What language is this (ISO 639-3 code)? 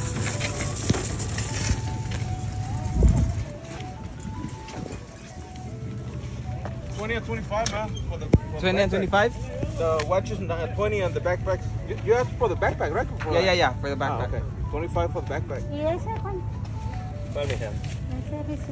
ceb